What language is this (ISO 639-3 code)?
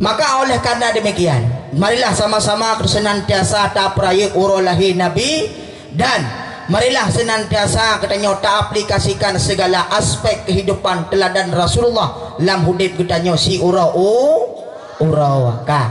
ace